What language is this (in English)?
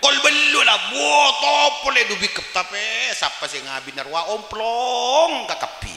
Madurese